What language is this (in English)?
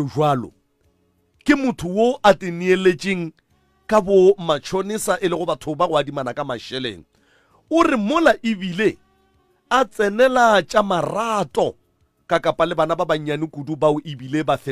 Northern Sotho